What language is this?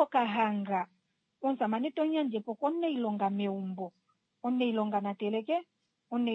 Kuanyama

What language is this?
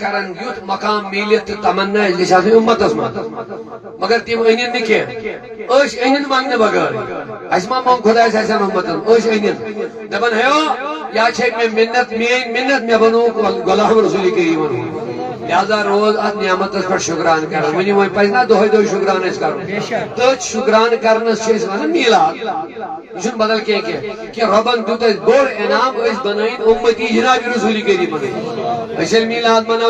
Kashmiri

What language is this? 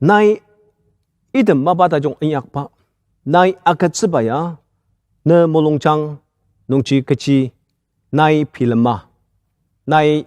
Ao Naga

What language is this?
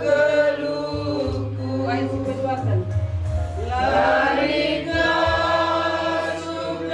Batak Karo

